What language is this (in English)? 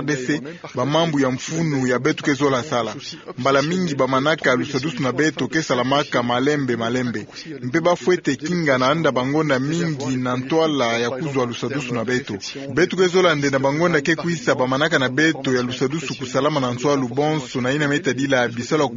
Kituba (Democratic Republic of Congo)